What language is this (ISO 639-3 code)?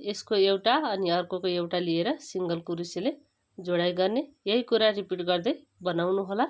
nep